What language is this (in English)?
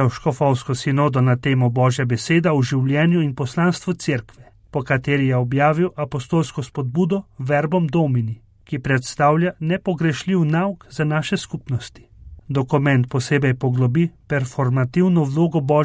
Slovenian